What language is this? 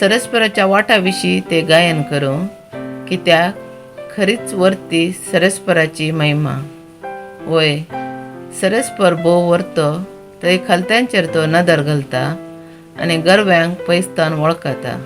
Konkani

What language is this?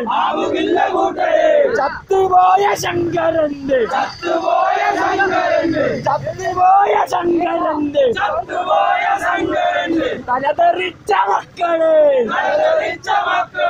Malayalam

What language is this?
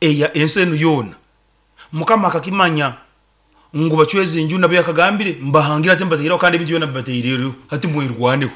Nyoro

